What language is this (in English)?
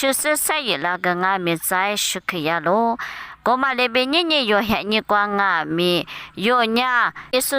Lisu